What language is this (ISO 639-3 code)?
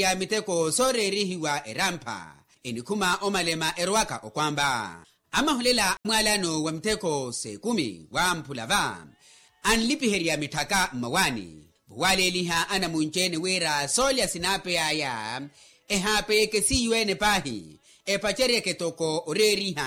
vmw